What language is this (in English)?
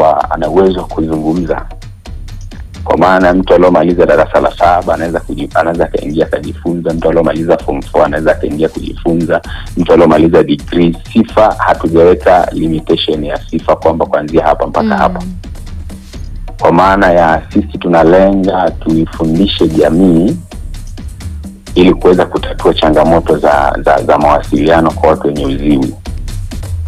Swahili